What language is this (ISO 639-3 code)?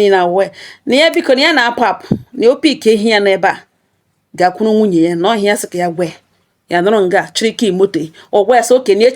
ibo